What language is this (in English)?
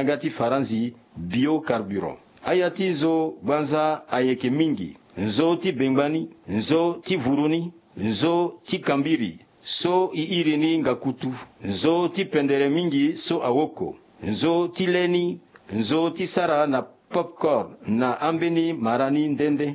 Sango